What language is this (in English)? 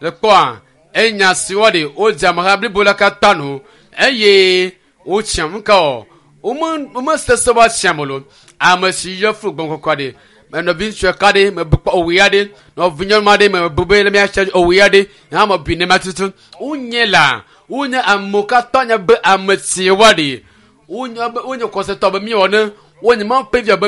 Ewe